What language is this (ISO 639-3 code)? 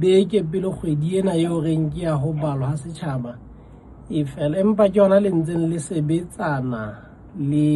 sot